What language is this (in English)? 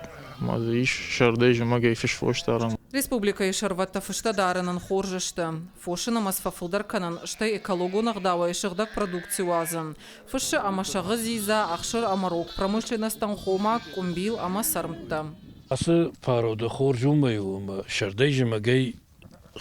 Ossetic